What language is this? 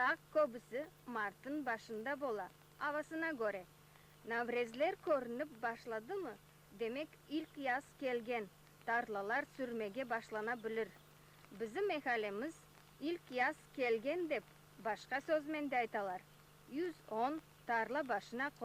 Crimean Tatar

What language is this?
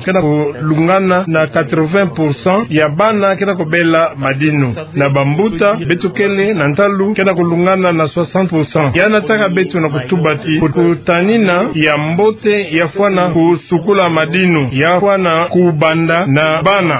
Kituba (Democratic Republic of Congo)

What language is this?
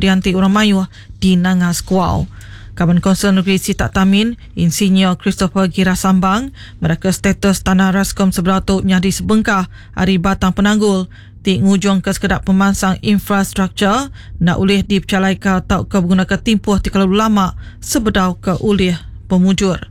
Iban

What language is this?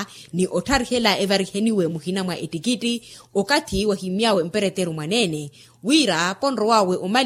Makhuwa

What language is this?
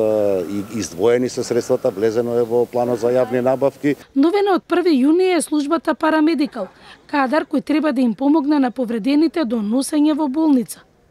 Macedonian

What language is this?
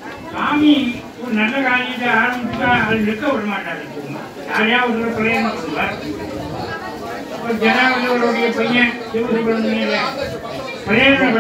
Tamil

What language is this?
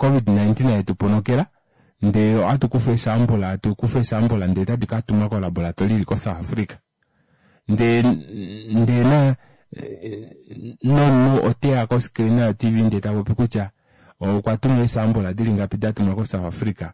Kuanyama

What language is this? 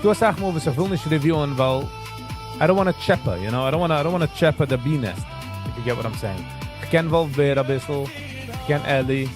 Yiddish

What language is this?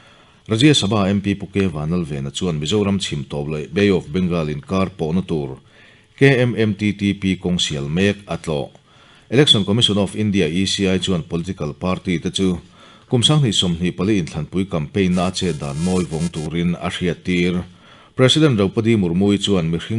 Mizo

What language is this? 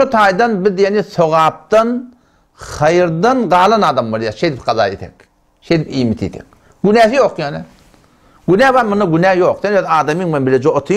Turkmen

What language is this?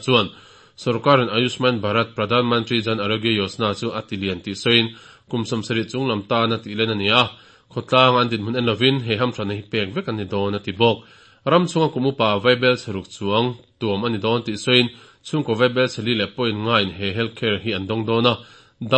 Mizo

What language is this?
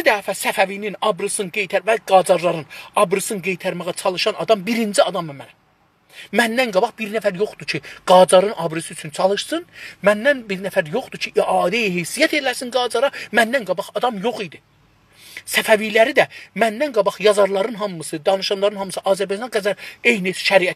South Azerbaijani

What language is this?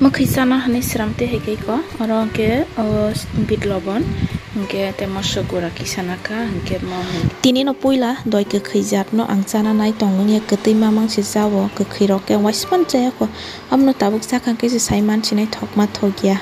Kok Borok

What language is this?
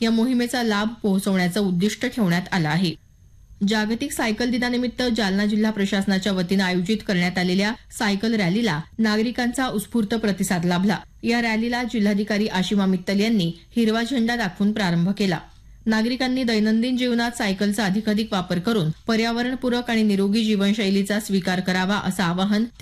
Marathi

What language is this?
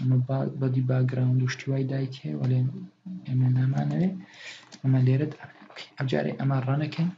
Central Kurdish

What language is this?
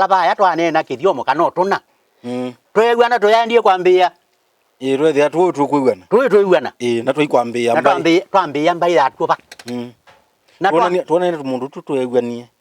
Kamba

